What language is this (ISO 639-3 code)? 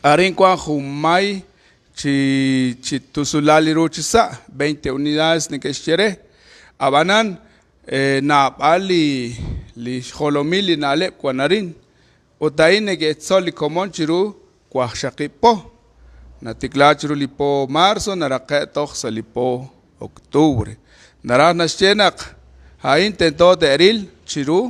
kek